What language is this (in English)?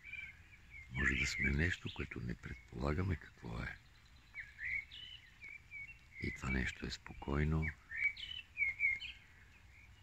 Bulgarian